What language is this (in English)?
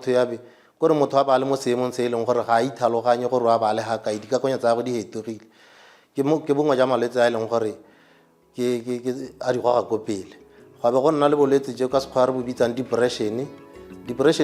Tswana